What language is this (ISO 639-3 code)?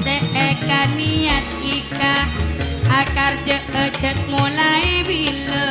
mad